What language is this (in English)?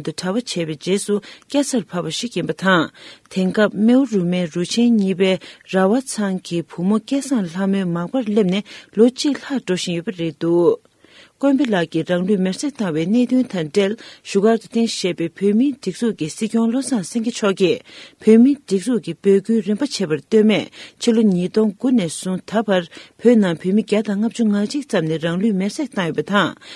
Tibetan